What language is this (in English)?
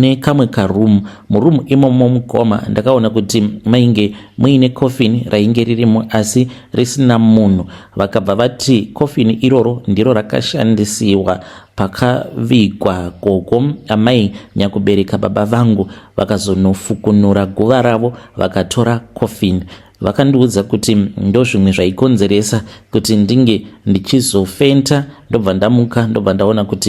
Shona